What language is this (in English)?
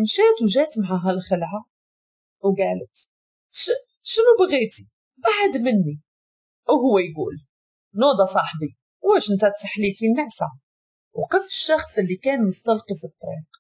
Moroccan Arabic